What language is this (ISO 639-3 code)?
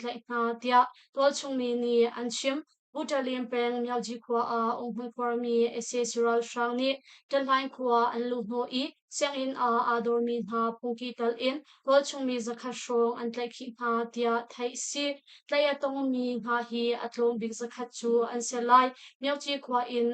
cnh